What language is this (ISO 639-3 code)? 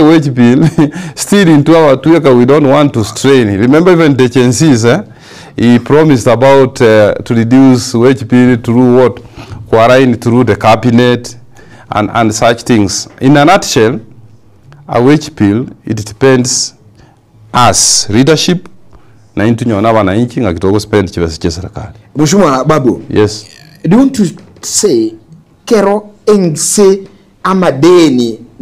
guz